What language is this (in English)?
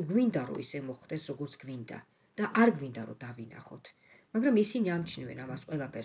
Georgian